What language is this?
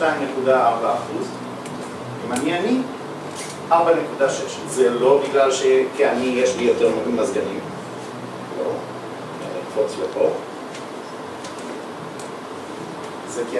Hebrew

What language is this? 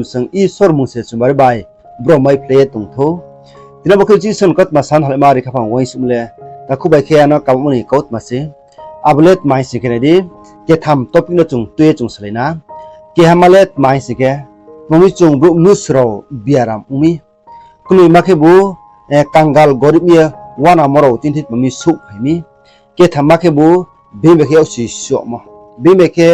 Riang (India)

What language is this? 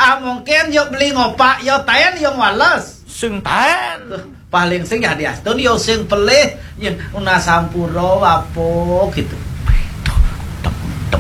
Balinese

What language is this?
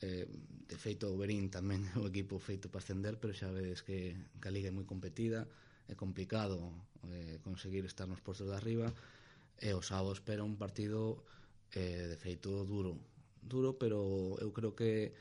Galician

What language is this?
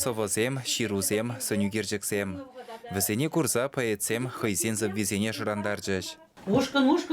Chuvash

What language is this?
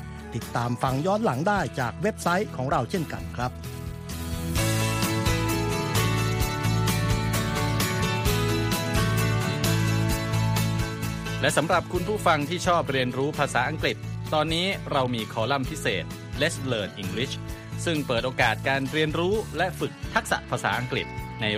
Thai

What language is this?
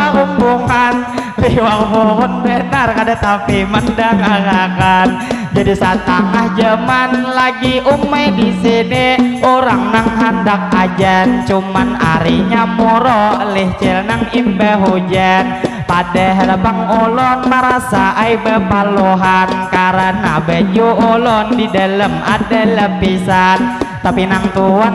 Banjar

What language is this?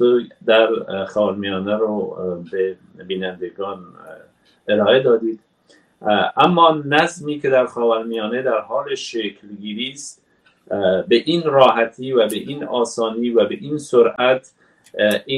Persian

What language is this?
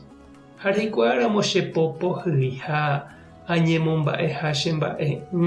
Guarani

